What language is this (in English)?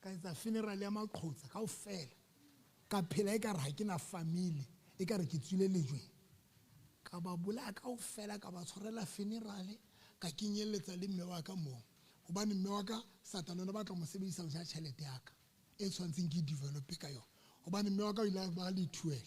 Southern Sotho